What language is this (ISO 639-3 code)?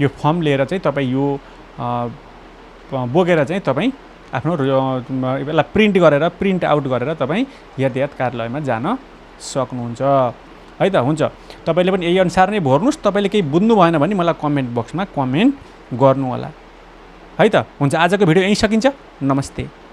nep